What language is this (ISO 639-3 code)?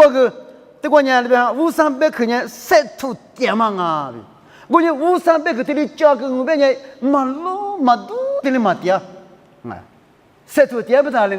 lis